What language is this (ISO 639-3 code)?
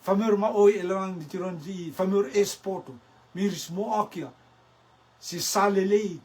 rtm